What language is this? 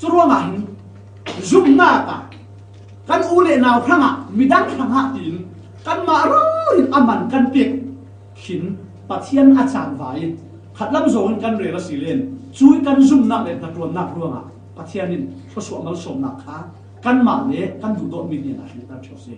Falam Chin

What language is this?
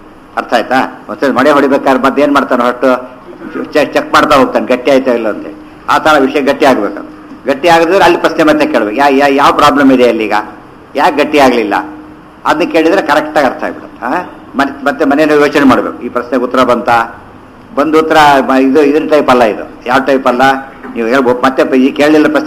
Kannada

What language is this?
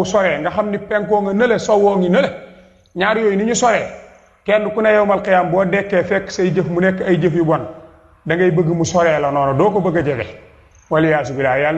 Wolof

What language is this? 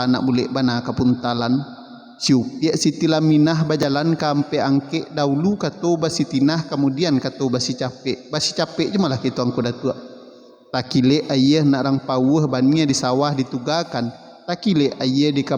Minangkabau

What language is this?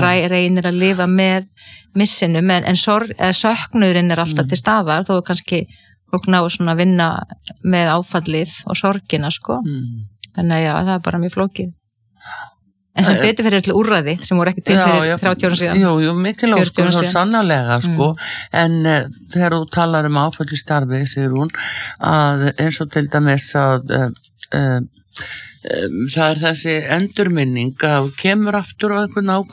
Icelandic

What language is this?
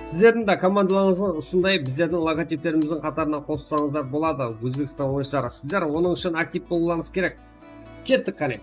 Kara-Kalpak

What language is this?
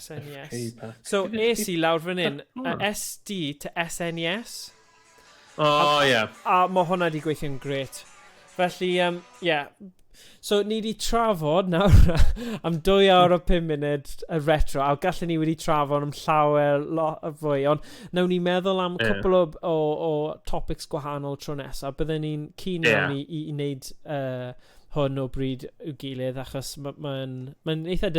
Welsh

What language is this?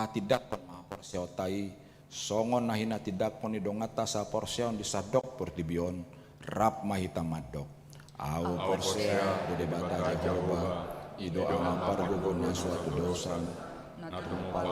Batak Toba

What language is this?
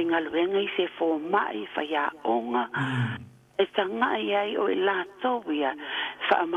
Samoan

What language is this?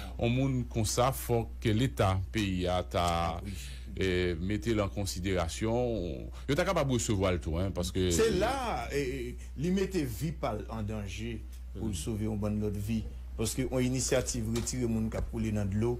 Haitian Creole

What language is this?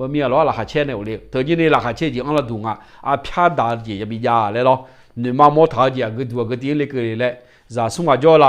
Akha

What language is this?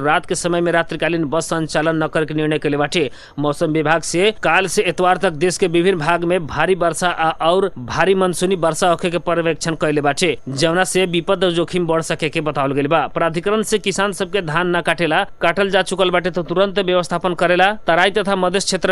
Bhojpuri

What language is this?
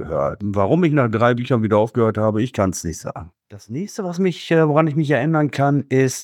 German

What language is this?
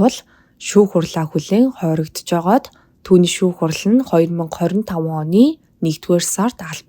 Mongolian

